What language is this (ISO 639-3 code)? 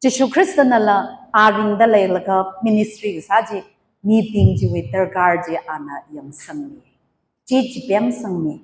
nmf